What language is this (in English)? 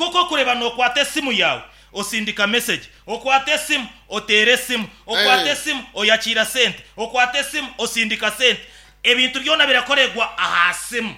Nyankole